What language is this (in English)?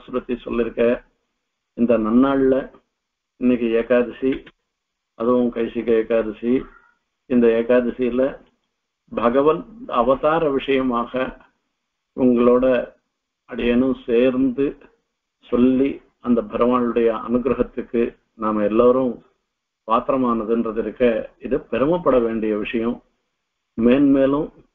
Tamil